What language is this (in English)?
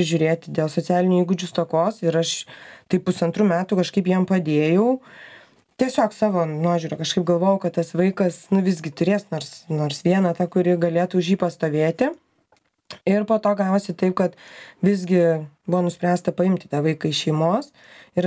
Lithuanian